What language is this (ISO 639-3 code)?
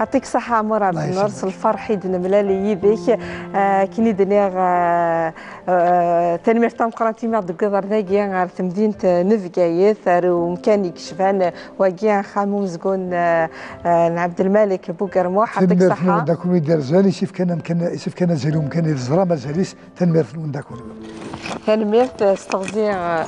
kab